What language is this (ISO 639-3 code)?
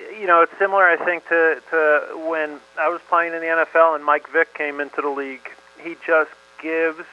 eng